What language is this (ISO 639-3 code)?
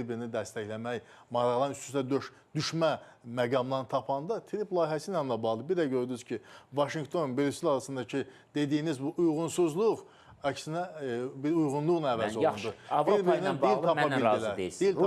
aze